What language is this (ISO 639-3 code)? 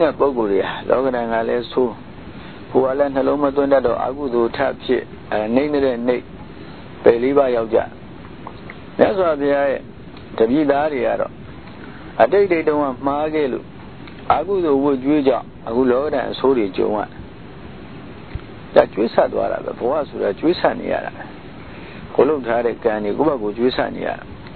mya